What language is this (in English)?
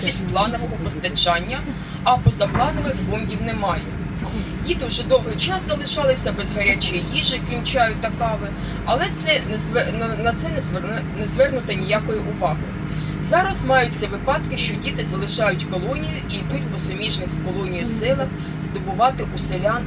Ukrainian